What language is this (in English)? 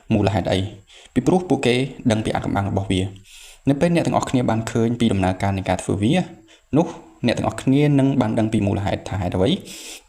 Khmer